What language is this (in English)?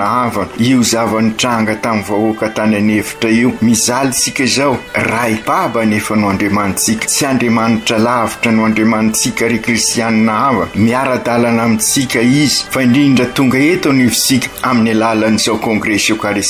Malagasy